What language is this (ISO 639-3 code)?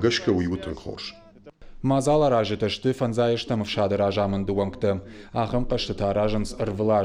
oss